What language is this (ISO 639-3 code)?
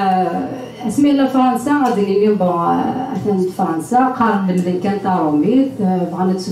kab